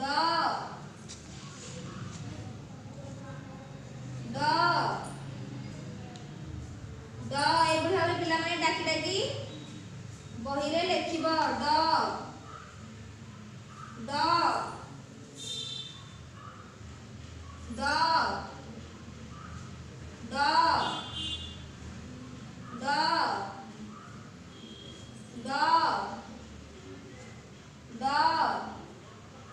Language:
Odia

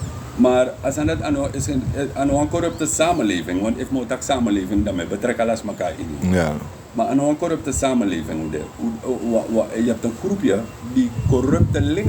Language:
Sranan Tongo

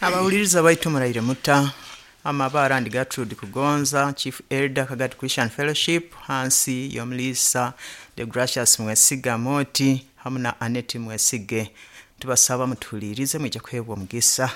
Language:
Nyoro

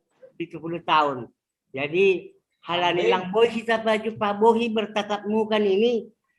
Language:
Batak Simalungun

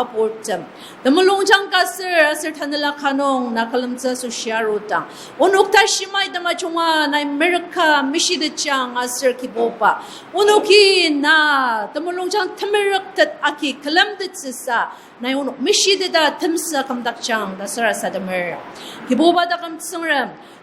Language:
Ao Naga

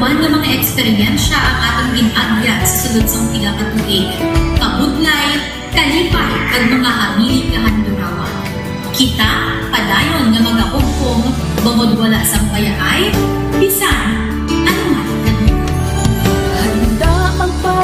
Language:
Hiligaynon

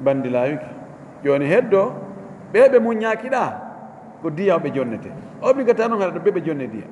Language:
Fula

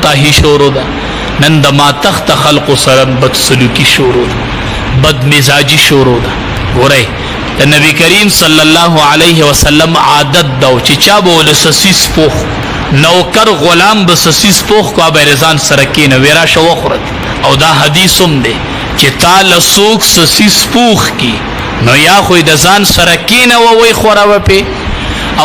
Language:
Pashto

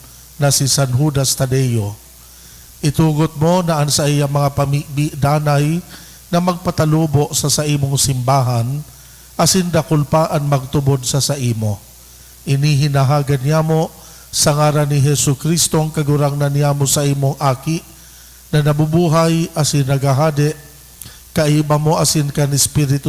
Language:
Bikol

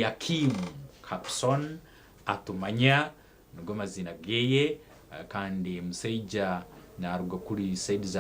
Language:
Nyankole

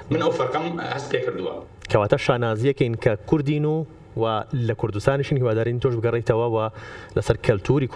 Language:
Central Kurdish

